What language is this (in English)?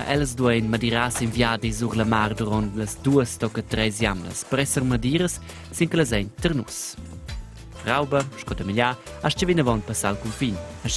Romansh